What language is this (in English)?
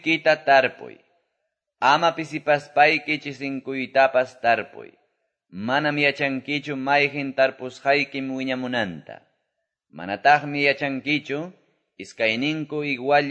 Quechua